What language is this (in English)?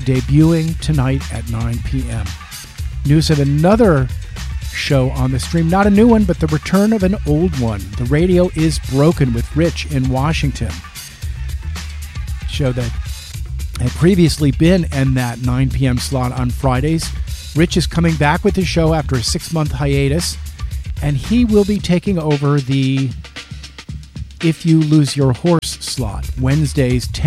English